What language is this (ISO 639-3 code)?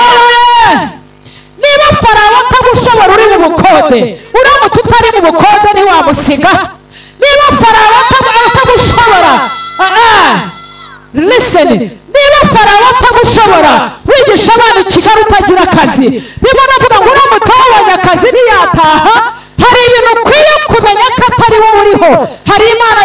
kin